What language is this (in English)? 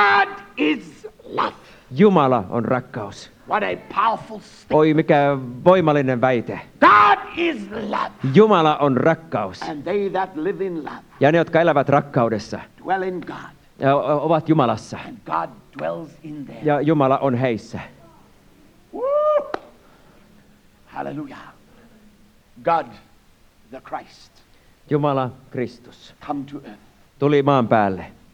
Finnish